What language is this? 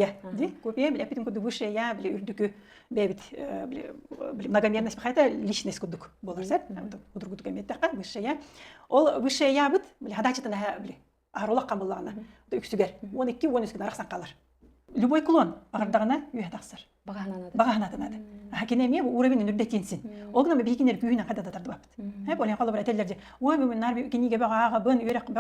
Yakut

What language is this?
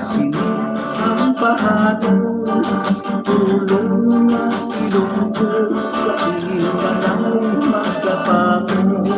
Hiligaynon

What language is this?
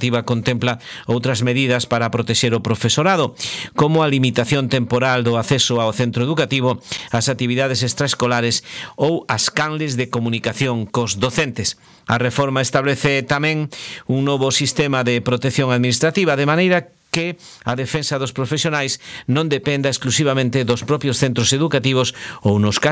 Galician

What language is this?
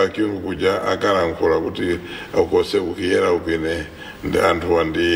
Nyanja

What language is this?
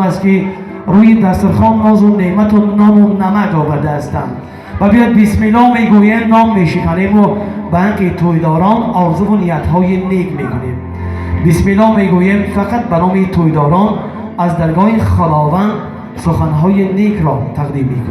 Tajik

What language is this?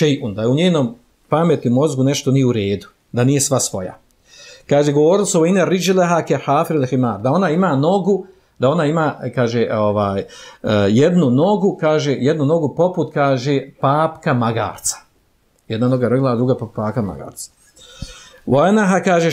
Bosnian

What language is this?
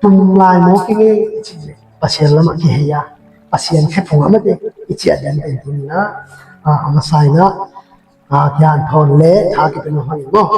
Tedim Chin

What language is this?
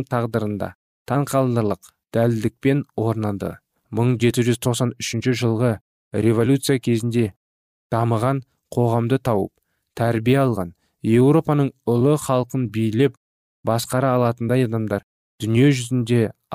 Kazakh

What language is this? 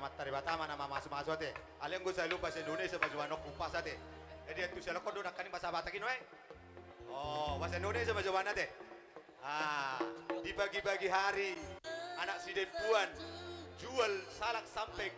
Batak Toba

